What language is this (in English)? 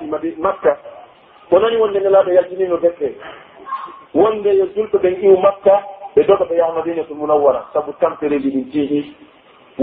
Pular